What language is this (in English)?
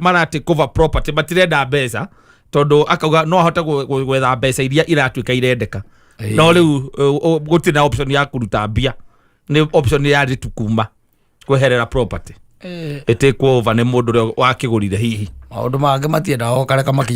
Kikuyu